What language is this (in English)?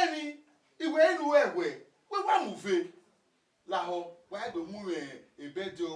Bini